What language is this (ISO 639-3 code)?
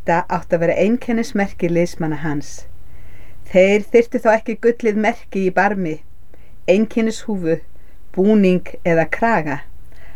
isl